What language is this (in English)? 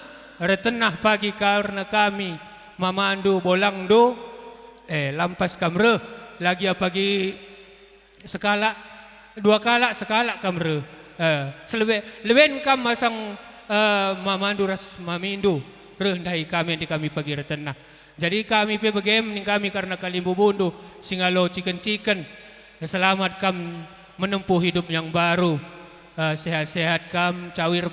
Batak Karo